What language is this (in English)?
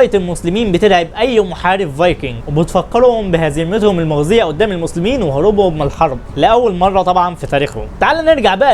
Egyptian Arabic